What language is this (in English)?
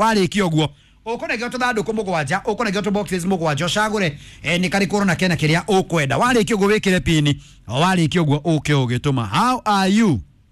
Kikuyu